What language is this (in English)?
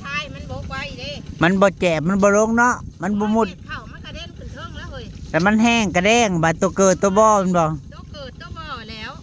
Northeastern Thai